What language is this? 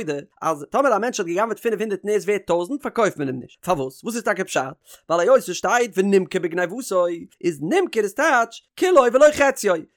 Yiddish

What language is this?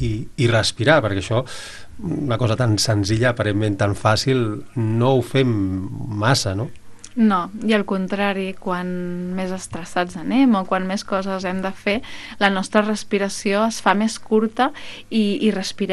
Catalan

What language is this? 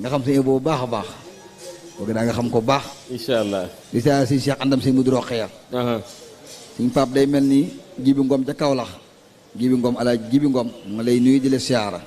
Wolof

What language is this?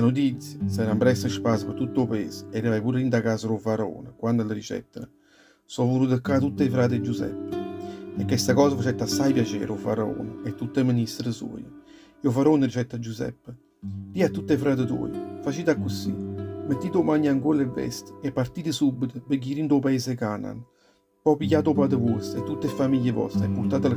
Neapolitan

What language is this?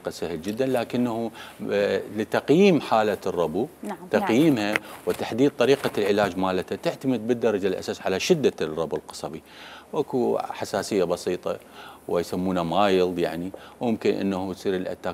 Mesopotamian Arabic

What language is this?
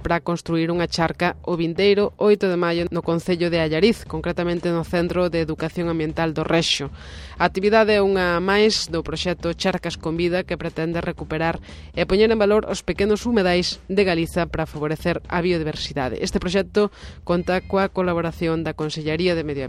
Galician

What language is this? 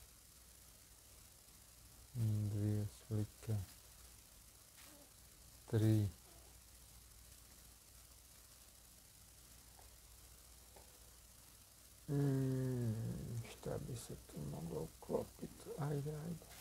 Croatian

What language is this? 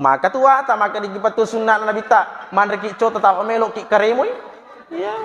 Buginese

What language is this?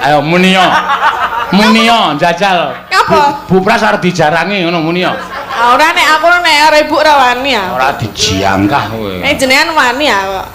Javanese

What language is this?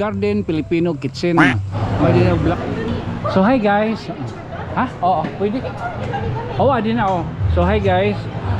Waray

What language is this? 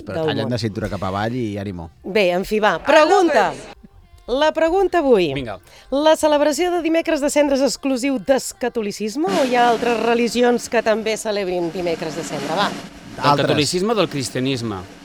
Catalan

